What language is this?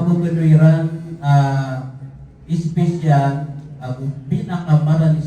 Maranao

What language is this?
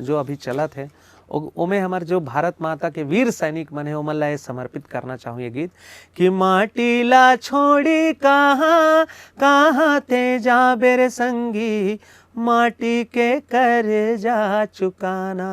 Chhattisgarhi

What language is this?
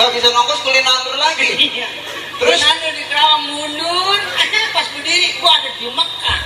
Betawi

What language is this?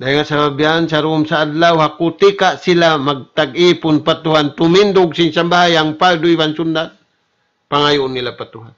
Tausug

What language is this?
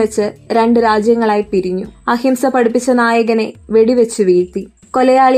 Malayalam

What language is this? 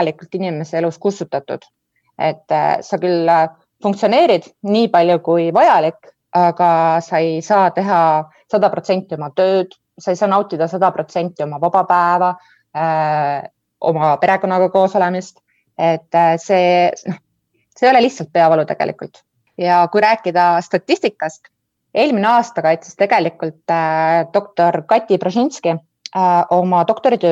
Estonian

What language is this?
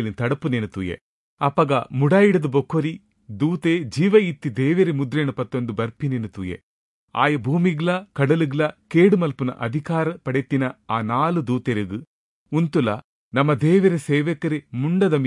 Tulu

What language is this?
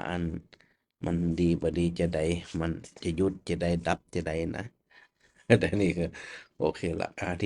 Northern Thai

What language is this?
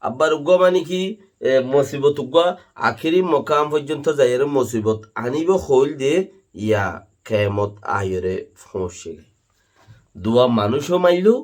Rohingya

